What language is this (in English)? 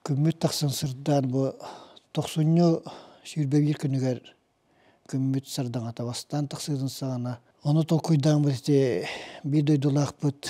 Yakut